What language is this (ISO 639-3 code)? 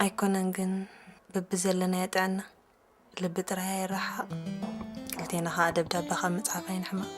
tir